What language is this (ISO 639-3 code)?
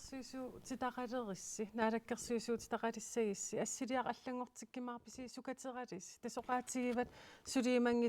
kal